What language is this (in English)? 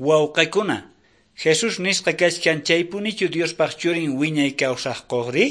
Quechua